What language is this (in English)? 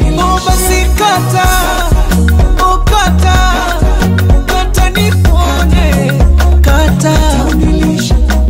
Swahili